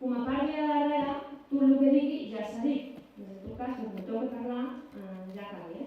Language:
Occitan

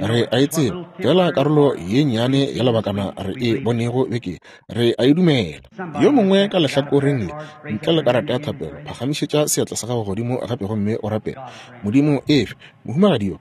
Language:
Northern Sotho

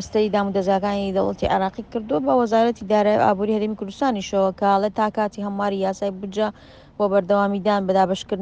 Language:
Central Kurdish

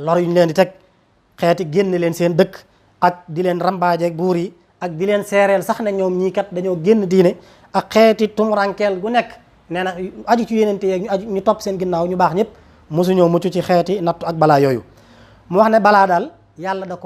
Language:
Wolof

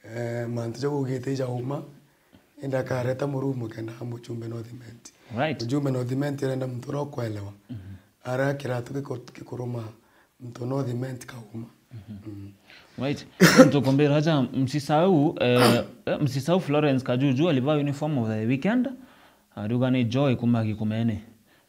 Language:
Meru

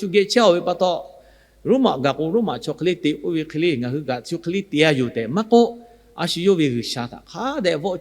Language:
Lahu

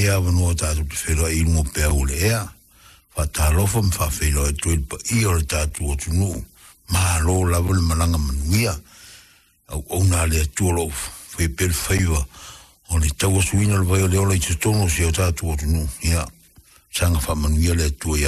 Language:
Samoan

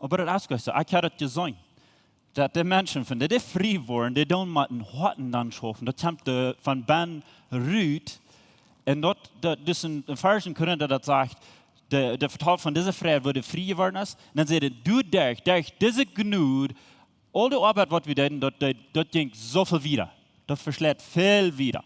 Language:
Plautdietsch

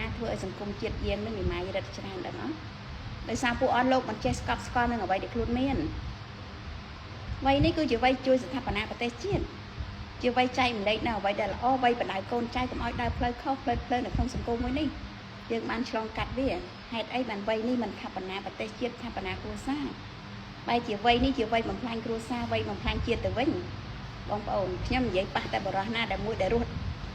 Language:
Khmer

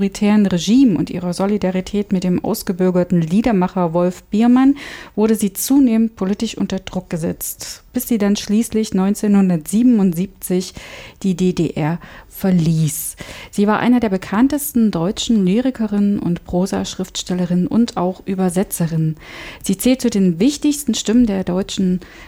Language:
German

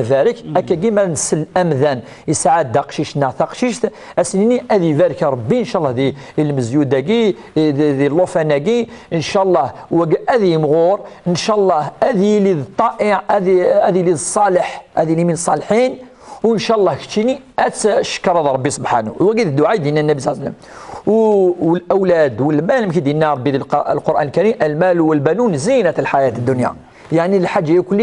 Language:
Kabyle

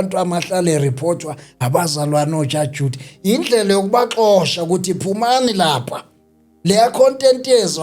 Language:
Zulu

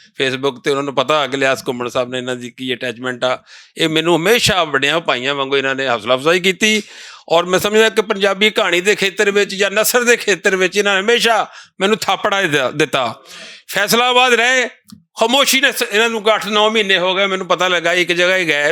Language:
Western Panjabi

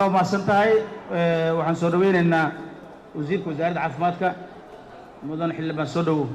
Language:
Somali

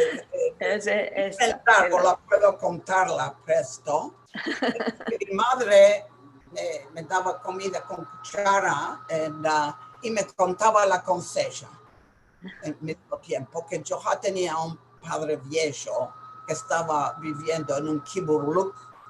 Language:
Ladino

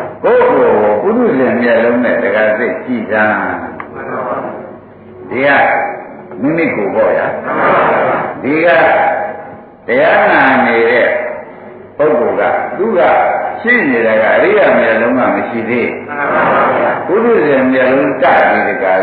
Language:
Burmese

